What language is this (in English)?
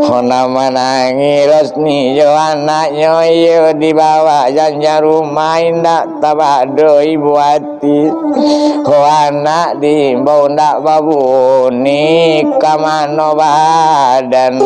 Minangkabau